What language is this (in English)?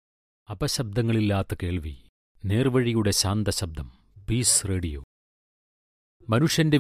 Malayalam